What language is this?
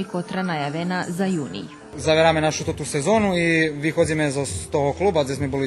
Rusyn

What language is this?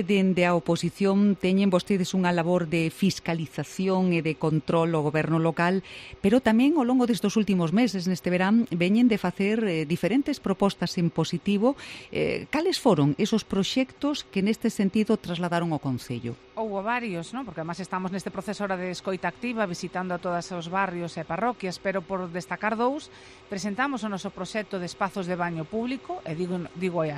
Galician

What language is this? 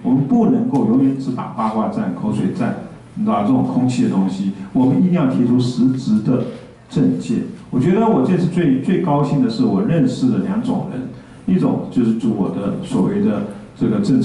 Chinese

